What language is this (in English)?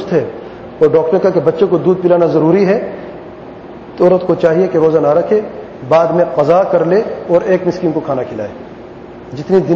Urdu